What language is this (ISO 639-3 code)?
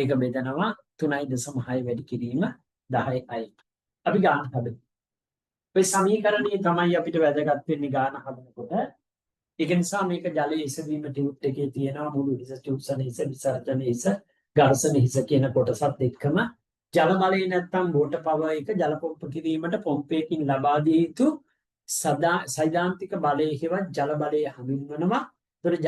sin